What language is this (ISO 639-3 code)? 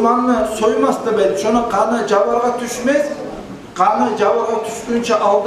kum